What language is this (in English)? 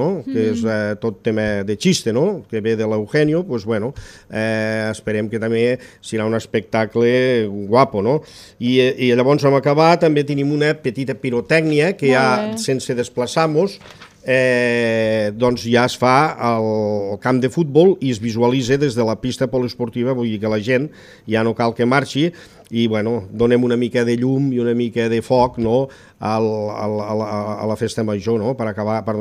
Catalan